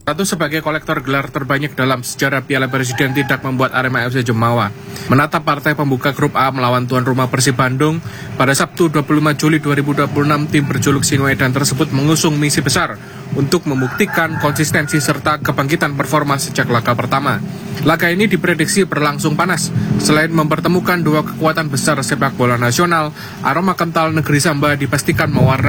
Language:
Indonesian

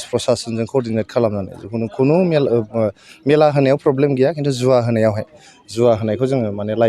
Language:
Bodo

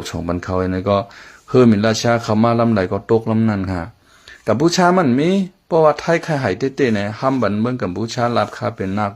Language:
Shan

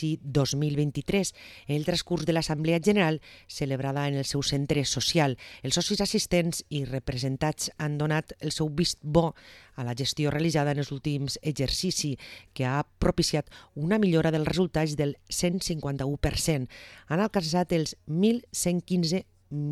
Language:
Catalan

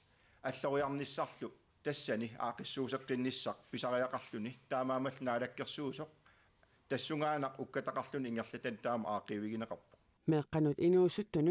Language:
Kalaallisut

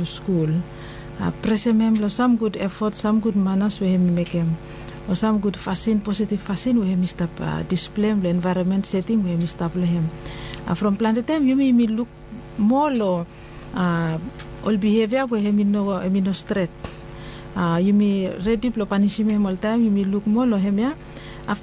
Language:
Bislama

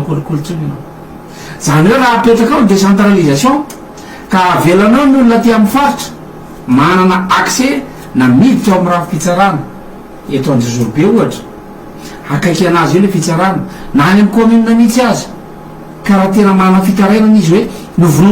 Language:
Malagasy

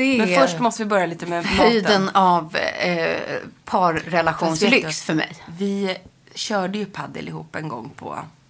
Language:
Swedish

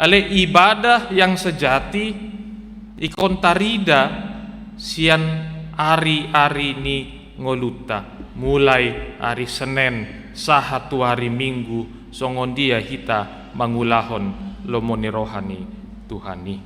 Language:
Batak Toba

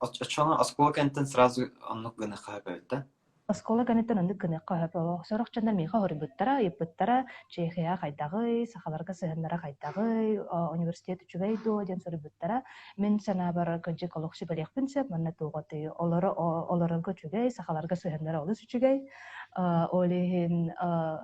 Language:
Yakut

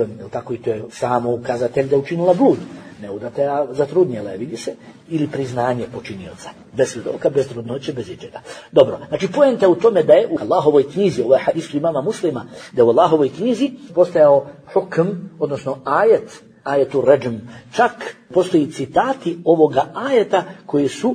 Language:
Bosnian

